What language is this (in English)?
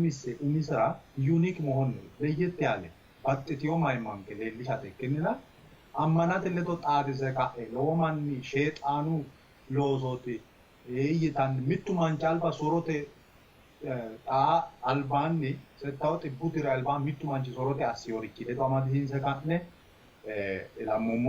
Sidamo